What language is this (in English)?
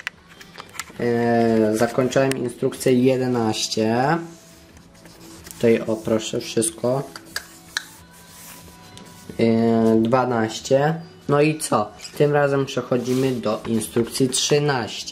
Polish